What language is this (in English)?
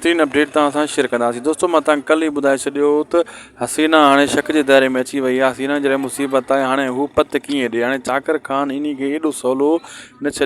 Sindhi